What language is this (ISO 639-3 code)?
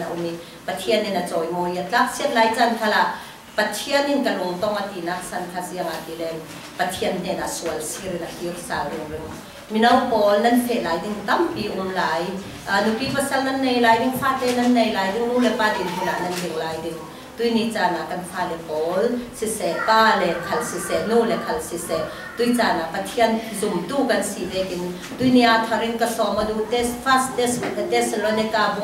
cfm